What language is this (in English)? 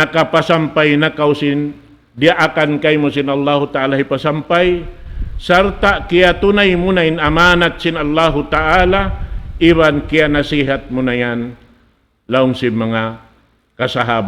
Tausug